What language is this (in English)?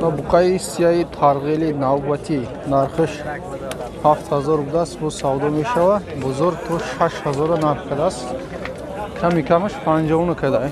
Tajik